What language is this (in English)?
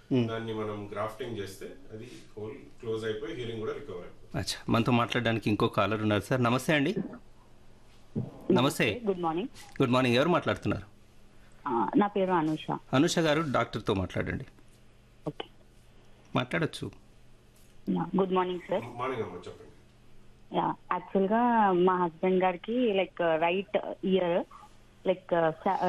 Telugu